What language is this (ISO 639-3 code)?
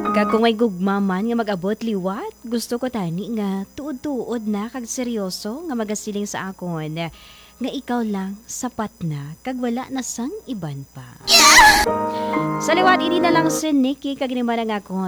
hil